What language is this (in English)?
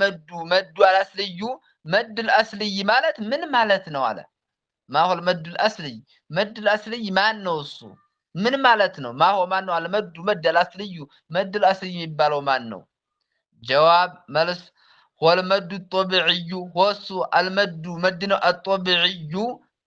Amharic